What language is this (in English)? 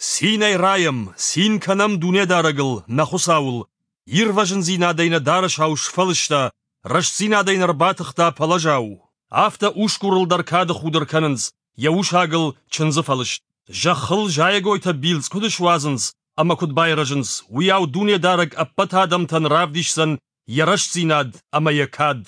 Ossetic